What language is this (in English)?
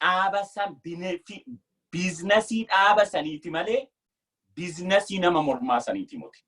Oromo